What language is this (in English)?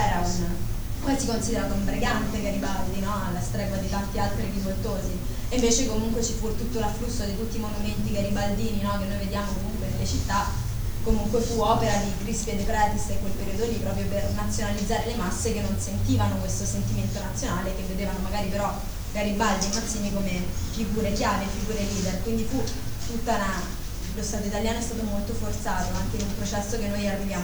Italian